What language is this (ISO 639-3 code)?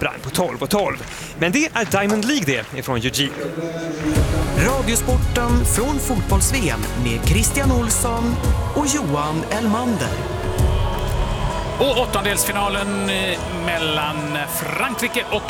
swe